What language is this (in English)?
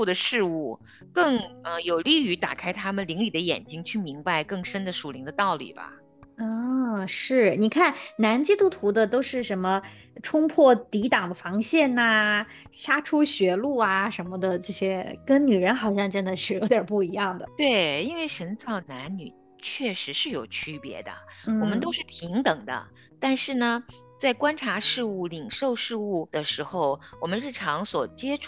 Chinese